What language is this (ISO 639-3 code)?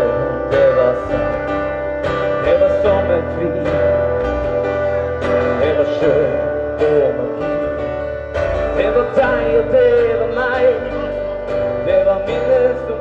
nor